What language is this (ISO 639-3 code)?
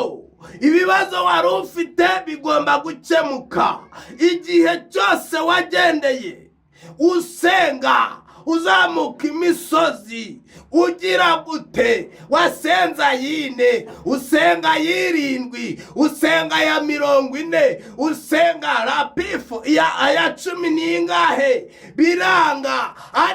kin